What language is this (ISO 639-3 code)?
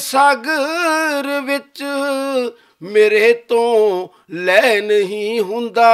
lah